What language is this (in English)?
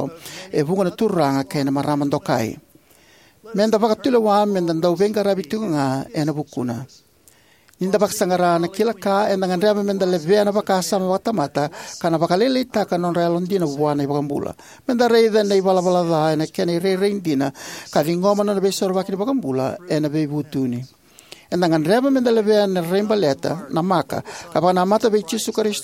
Fijian